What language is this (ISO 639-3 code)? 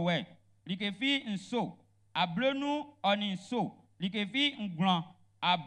bci